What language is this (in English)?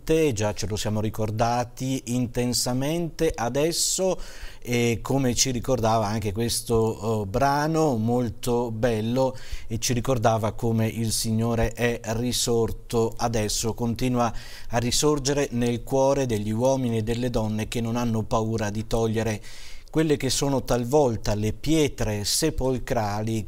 Italian